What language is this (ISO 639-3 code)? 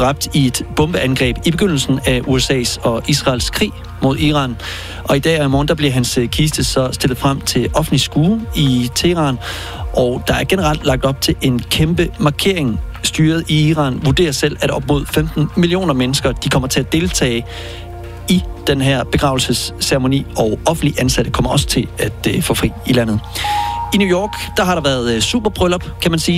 dan